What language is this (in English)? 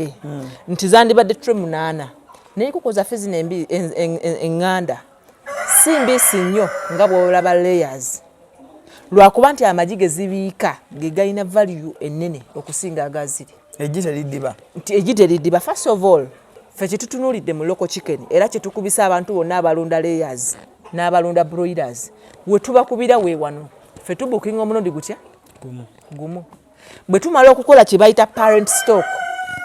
Ganda